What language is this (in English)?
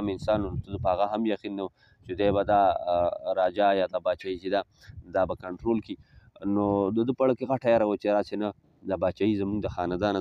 Pashto